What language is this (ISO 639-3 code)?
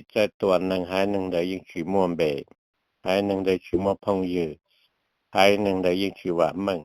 hmn